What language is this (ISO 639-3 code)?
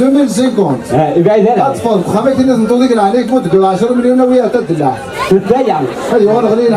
kab